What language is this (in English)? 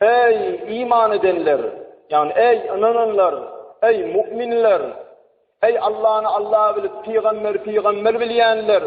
Turkmen